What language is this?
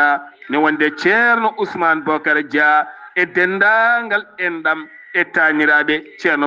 Fula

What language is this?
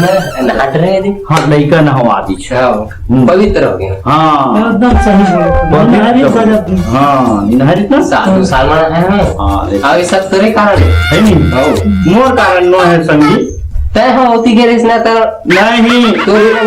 Chhattisgarhi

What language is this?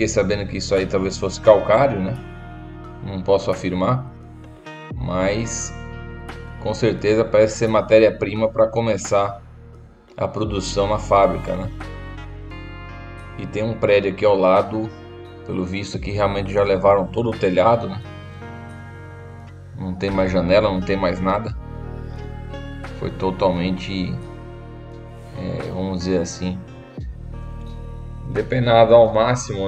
Portuguese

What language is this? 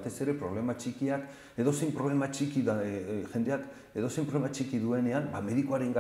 Basque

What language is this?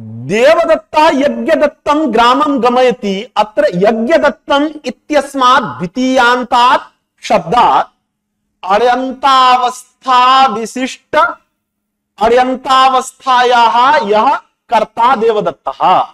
Sanskrit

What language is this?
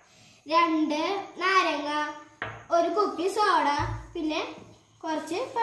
Malayalam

